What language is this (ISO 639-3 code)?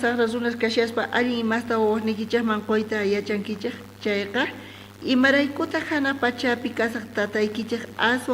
quh